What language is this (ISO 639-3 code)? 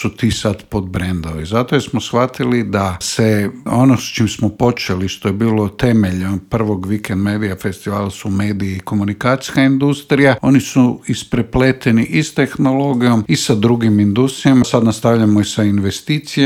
hrv